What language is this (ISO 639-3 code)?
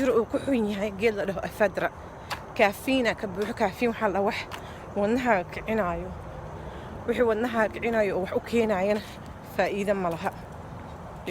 som